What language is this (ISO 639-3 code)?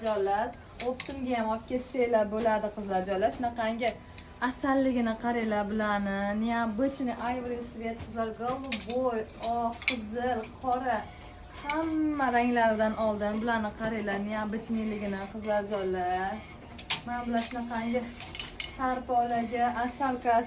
uzb